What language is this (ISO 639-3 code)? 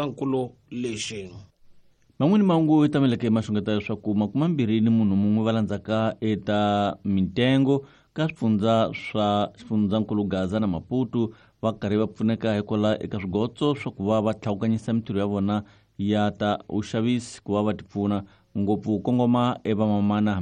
tso